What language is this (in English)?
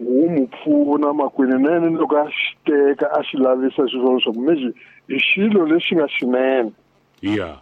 Tsonga